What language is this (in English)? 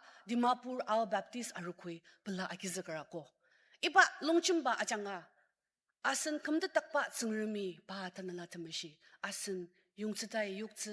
Ao Naga